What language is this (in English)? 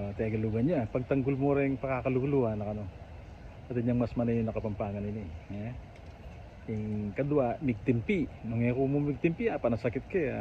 Pampanga